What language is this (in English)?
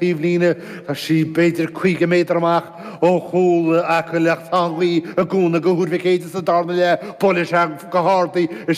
Irish